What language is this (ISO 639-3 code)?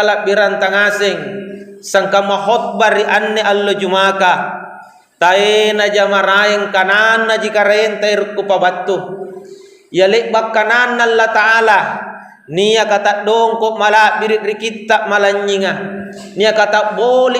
mak